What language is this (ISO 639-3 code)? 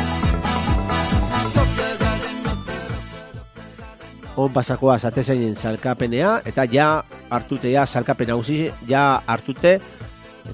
eus